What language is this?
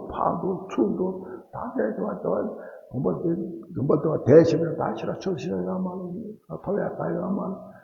Tibetan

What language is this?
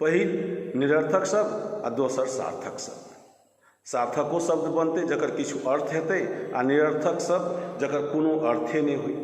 Maithili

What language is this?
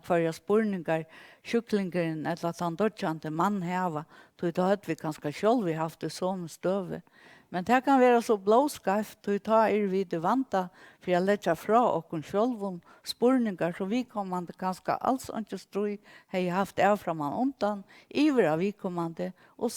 Faroese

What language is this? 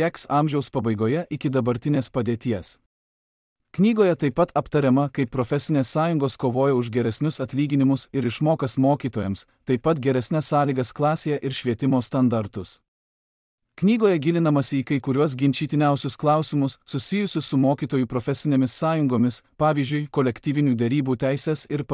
Lithuanian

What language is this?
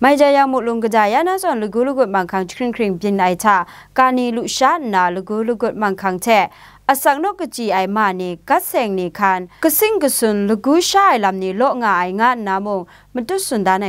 Kachin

